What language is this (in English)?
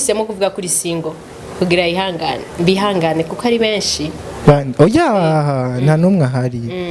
Rundi